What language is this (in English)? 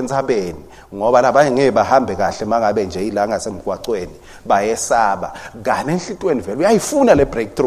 Swati